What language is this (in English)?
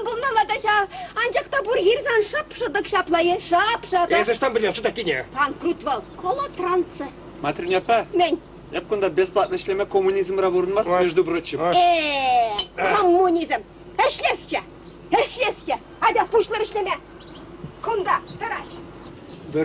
Chuvash